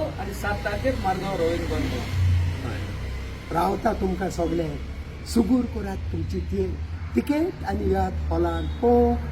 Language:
Konkani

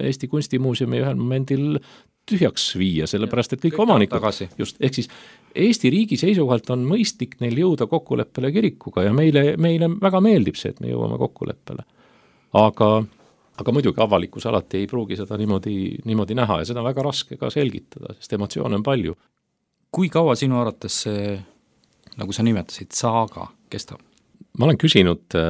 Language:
Estonian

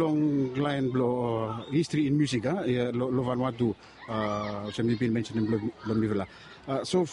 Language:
Bislama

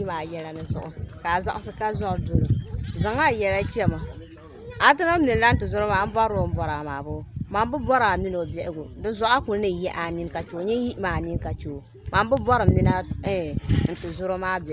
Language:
Dagbani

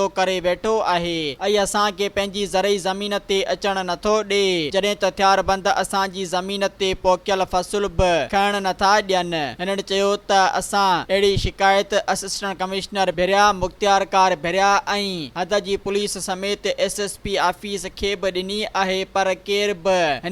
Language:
Sindhi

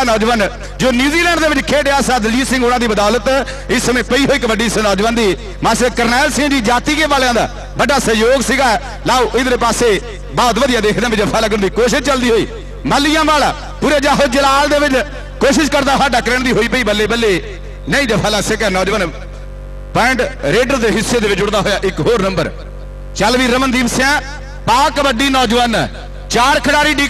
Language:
Punjabi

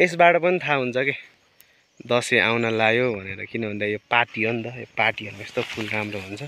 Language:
Nepali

